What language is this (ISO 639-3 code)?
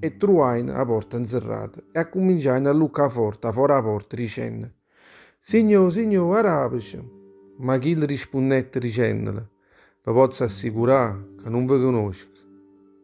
nap